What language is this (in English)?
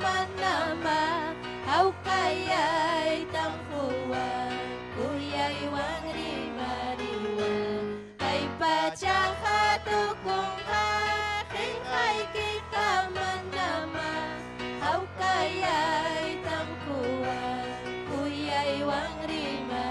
Ayacucho Quechua